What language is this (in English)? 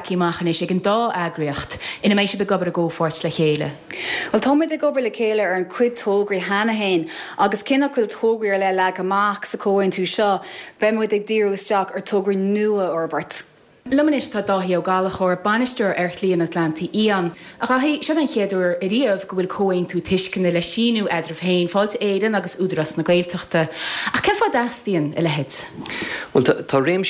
Irish